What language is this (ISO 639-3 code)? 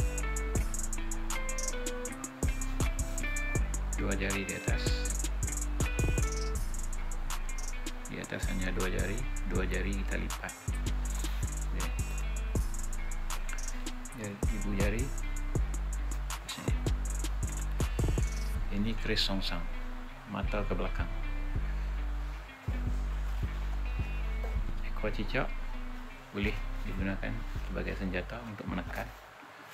msa